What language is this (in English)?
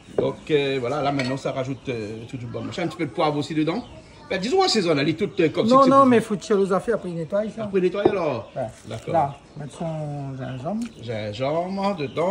Réunion Creole French